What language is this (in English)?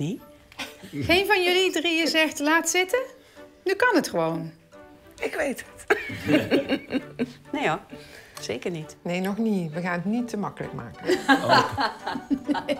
Dutch